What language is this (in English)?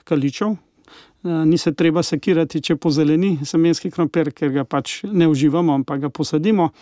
Slovenian